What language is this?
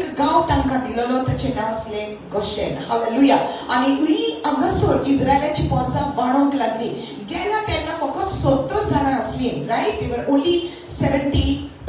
Konkani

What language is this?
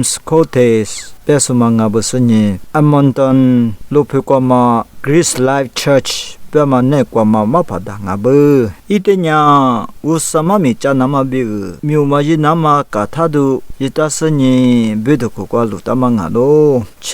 Lisu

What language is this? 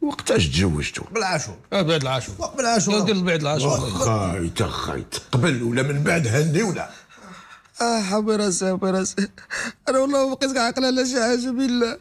Moroccan Arabic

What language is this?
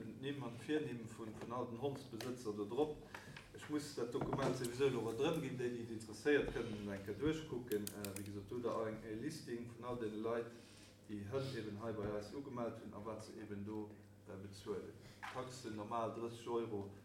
Luxembourgish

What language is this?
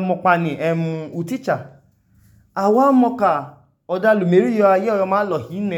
Idoma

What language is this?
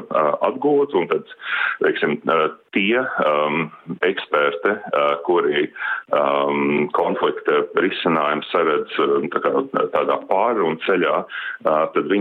Latvian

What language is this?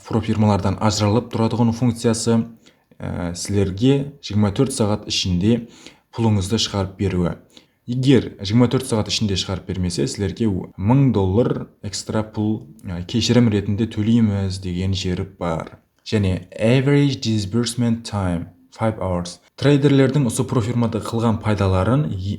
Kara-Kalpak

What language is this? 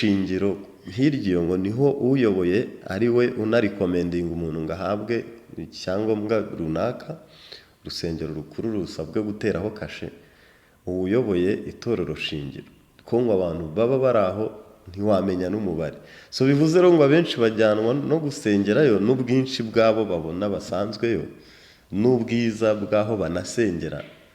Kinyarwanda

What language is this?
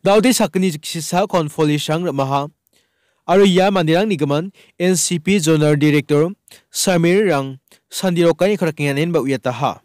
Garo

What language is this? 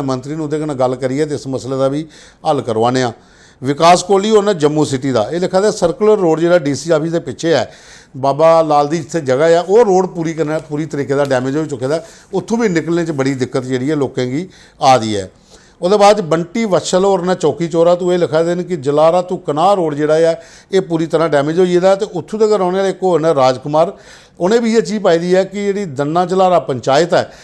Dogri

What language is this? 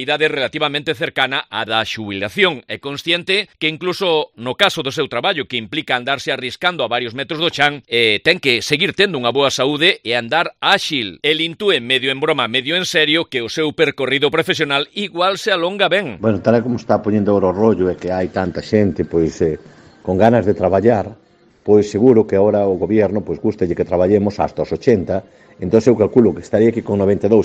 Galician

